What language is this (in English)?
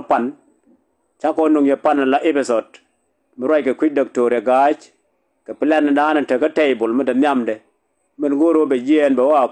Nuer